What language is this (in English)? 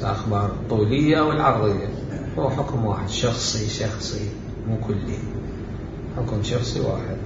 Mesopotamian Arabic